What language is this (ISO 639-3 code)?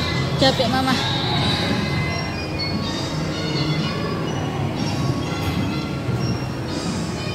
ind